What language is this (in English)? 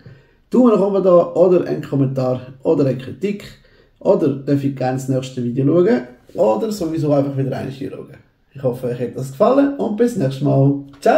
Swiss German